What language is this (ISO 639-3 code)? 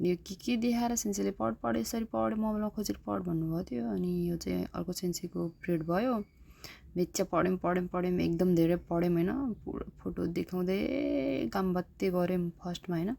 nep